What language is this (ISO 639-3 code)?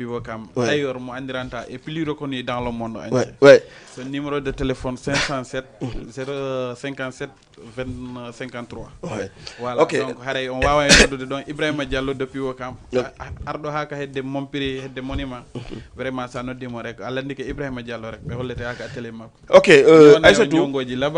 ful